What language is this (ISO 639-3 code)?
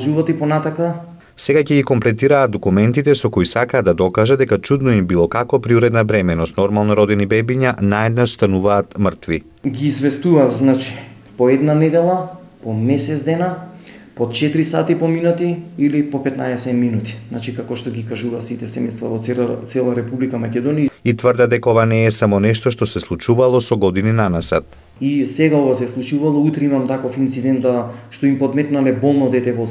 mkd